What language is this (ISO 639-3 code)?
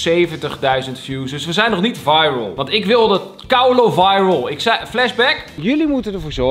nld